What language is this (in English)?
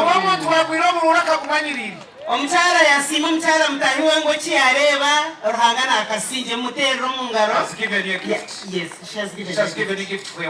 Nyankole